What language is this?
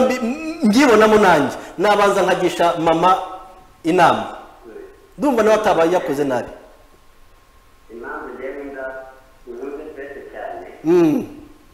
Kinyarwanda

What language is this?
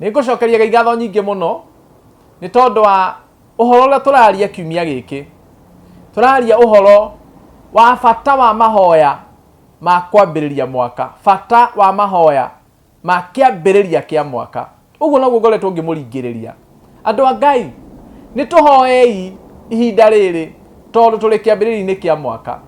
Kikuyu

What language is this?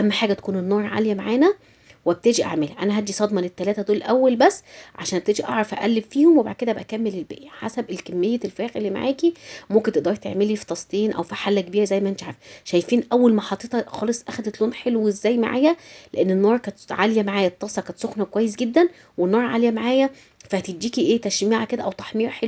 Egyptian Arabic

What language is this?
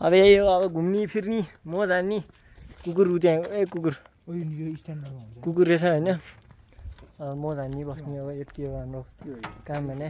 Nepali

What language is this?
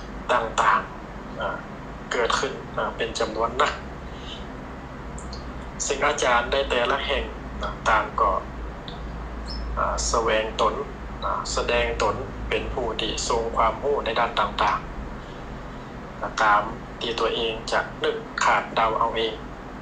Thai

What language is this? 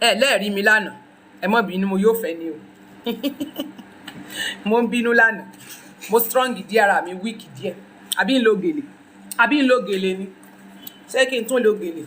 Yoruba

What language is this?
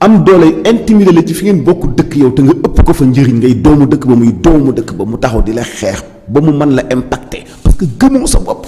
Wolof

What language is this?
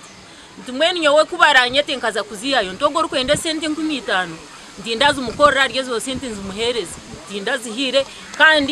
Nyankole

